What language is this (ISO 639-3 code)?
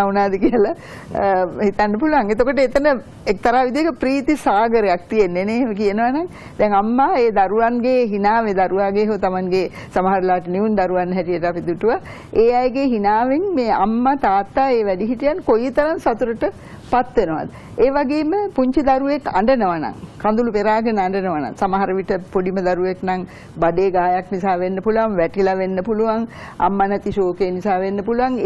sin